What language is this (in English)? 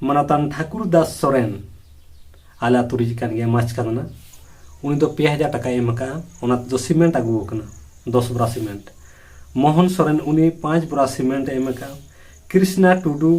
Santali